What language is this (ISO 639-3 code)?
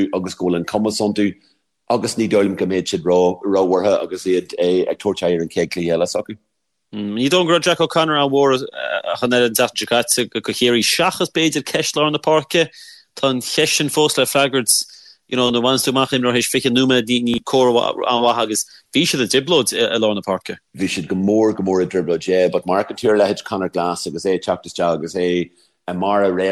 gle